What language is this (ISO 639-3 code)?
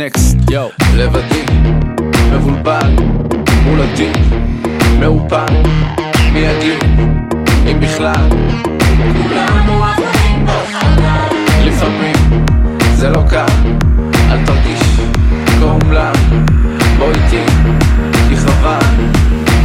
heb